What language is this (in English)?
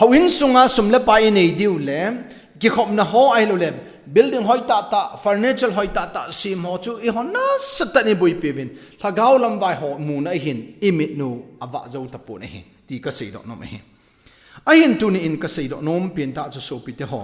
Thado Chin